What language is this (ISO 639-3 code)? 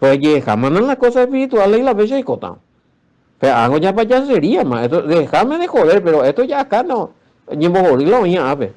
grn